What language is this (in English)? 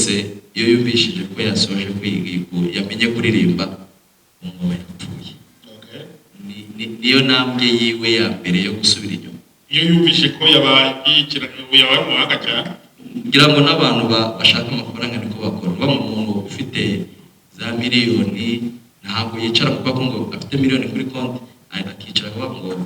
Kinyarwanda